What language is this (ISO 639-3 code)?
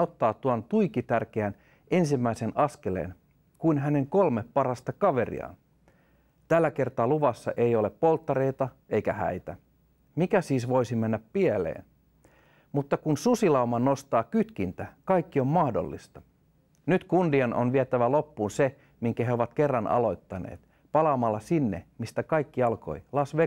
fin